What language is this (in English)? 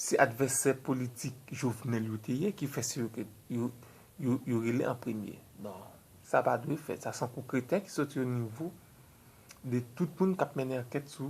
Haitian Creole